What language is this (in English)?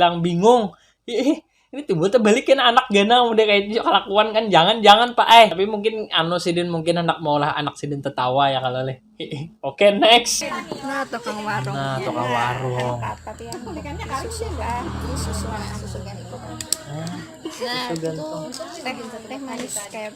Banjar